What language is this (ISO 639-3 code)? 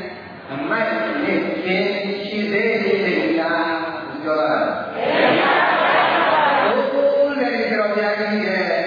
mya